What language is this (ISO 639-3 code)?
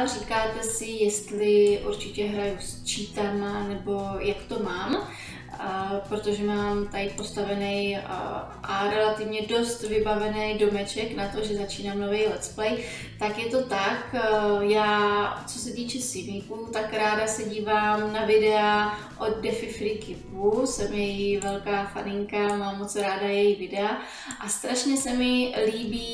ces